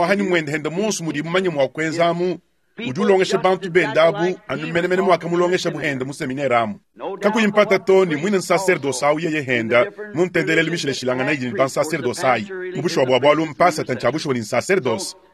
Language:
Luba-Lulua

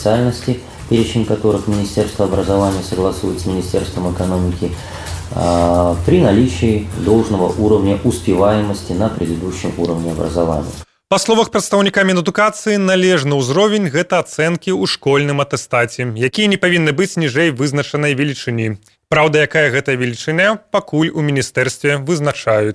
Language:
Belarusian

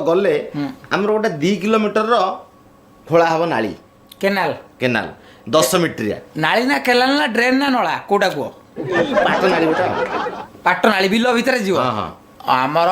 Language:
Odia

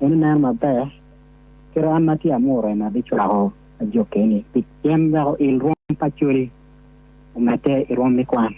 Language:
Acoli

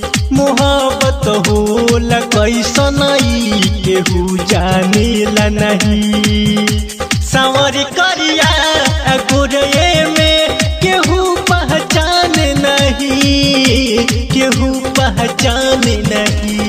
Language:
Bhojpuri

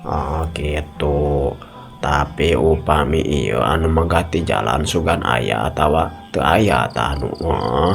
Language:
Sundanese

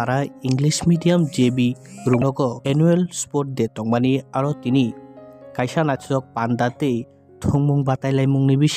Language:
Kok Borok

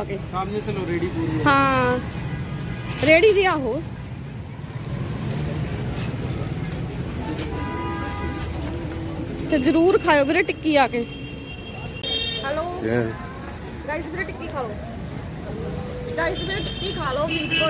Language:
Punjabi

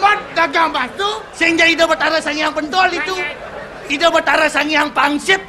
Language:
Balinese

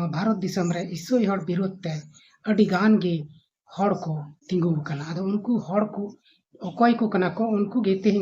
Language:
Santali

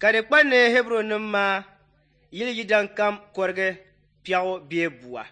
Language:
Dagbani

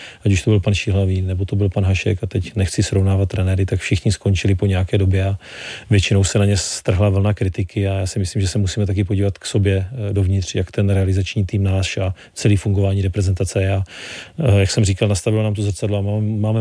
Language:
Czech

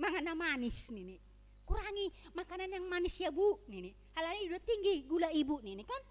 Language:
Batak Simalungun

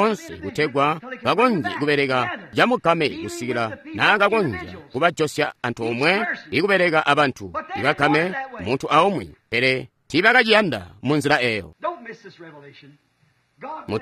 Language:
Tonga (Zambia)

